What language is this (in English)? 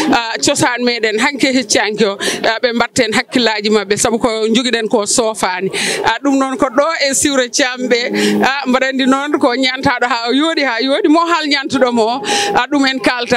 Fula